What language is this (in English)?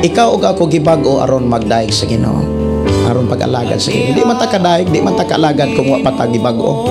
Cebuano